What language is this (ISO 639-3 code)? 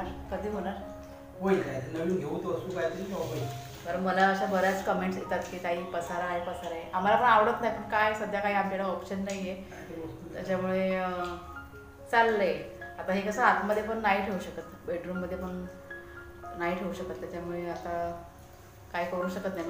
mar